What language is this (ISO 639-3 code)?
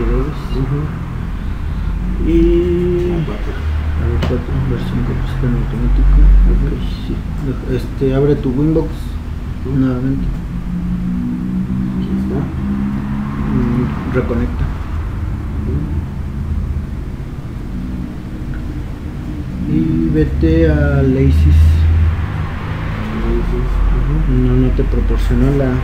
spa